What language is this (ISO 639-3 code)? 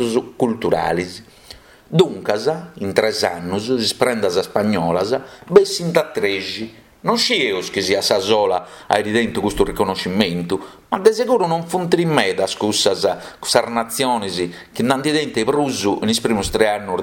srd